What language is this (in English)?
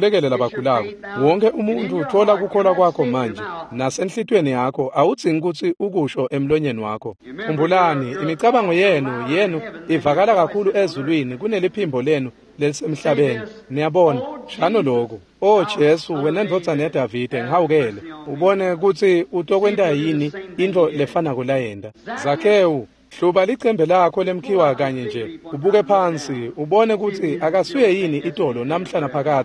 Swati